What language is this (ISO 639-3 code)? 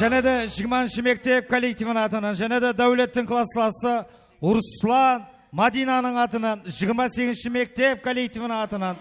kaa